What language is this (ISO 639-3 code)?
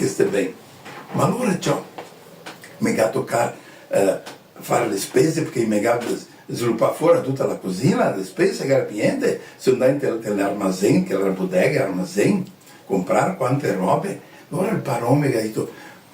vec